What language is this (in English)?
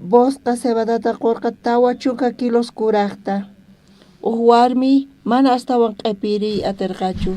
South Bolivian Quechua